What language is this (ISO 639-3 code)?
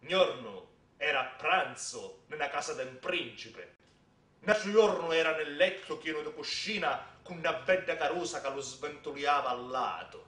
scn